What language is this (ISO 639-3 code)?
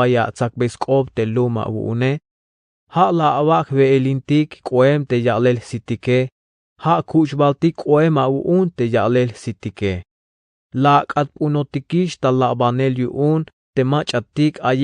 tzh